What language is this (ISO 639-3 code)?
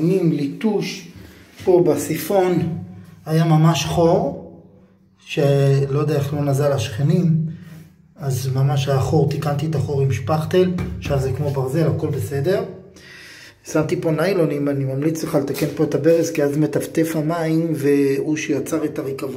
heb